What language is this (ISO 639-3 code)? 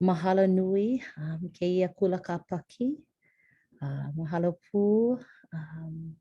haw